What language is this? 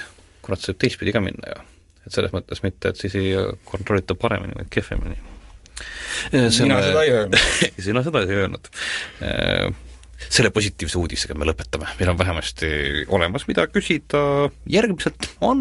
Estonian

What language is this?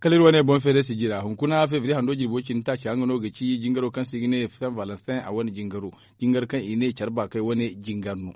Zarma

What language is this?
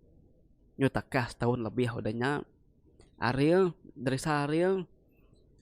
Iban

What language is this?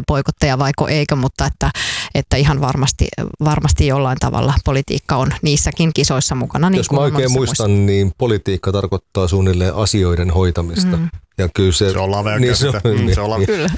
Finnish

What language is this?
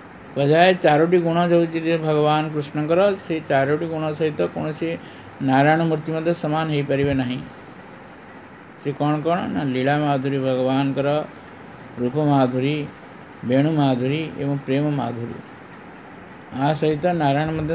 Odia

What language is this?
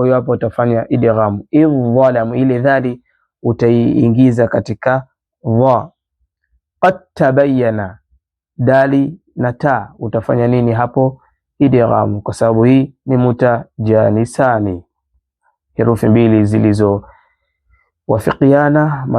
Swahili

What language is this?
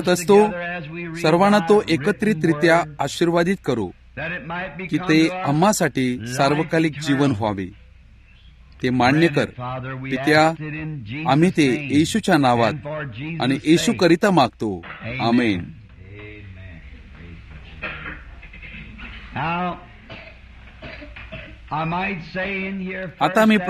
Marathi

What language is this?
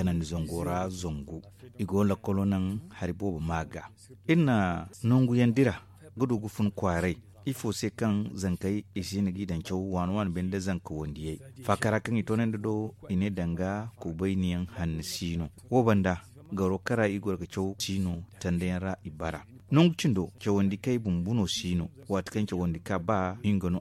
Zarma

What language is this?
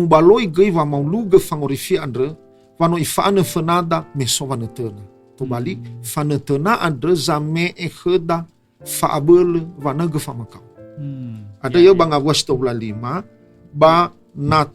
Nias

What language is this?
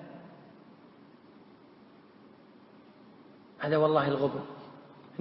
Arabic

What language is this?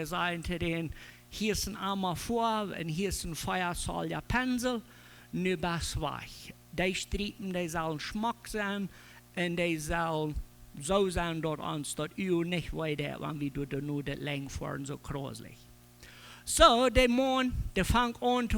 Plautdietsch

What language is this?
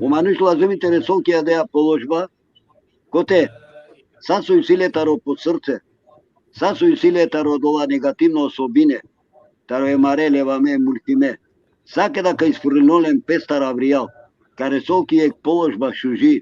Balkan Romani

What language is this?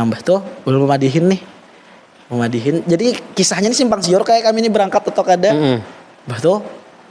Banjar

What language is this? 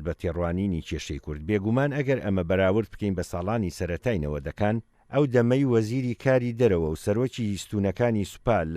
Central Kurdish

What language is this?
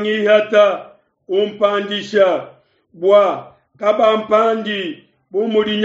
Luba-Lulua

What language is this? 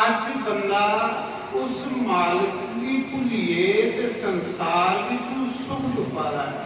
Dogri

